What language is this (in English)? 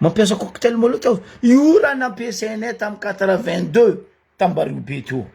Malagasy